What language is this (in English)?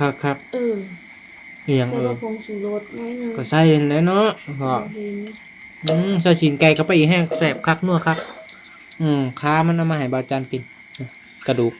Northeastern Thai